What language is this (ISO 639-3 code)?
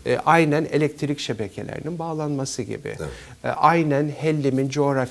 tur